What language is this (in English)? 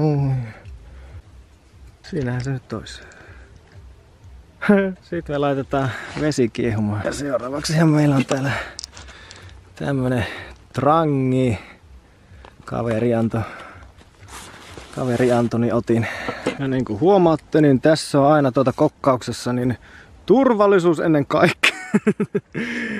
Finnish